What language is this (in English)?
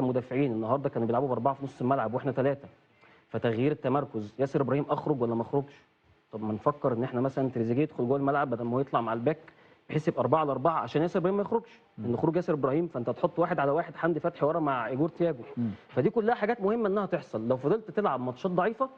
Egyptian Arabic